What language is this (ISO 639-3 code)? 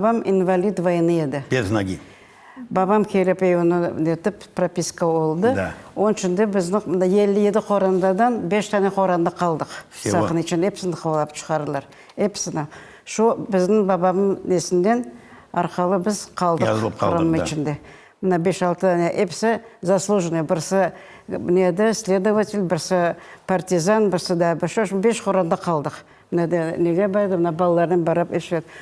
crh